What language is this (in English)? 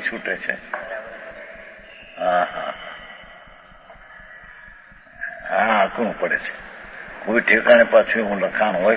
Gujarati